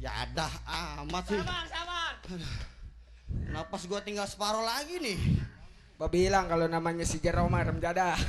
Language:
Betawi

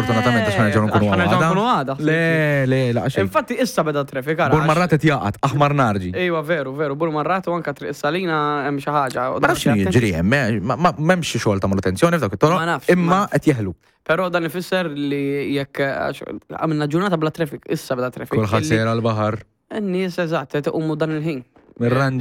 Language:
Maltese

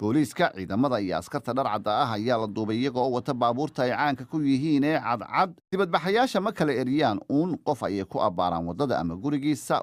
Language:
Somali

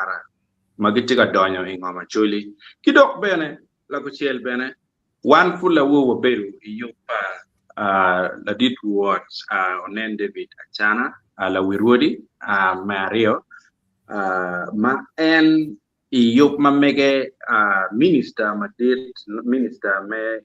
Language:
Acoli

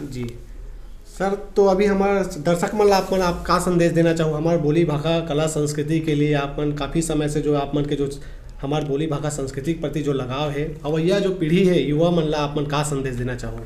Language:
Chhattisgarhi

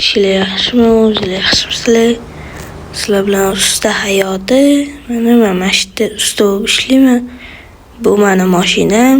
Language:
Uzbek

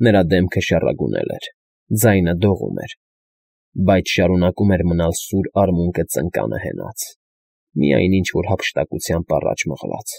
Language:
Armenian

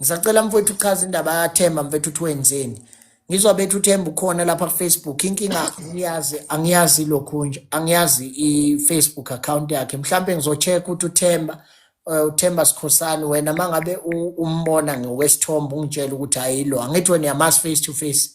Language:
Zulu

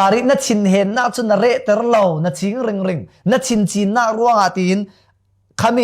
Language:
Falam Chin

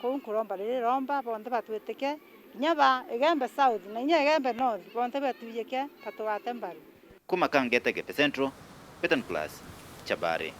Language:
Meru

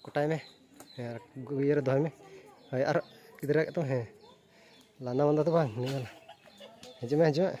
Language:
Santali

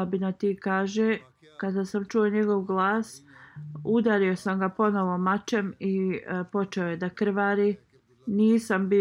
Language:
Bosnian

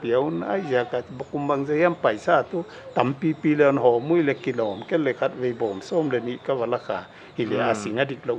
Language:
Paite Chin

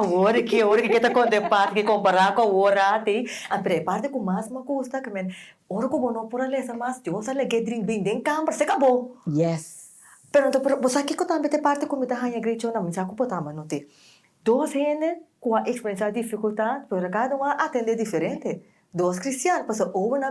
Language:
Papiamento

